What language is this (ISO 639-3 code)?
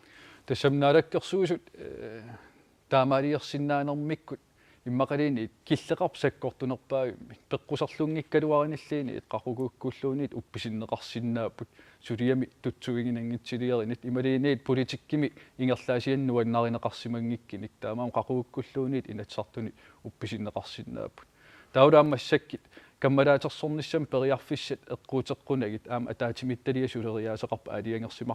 kal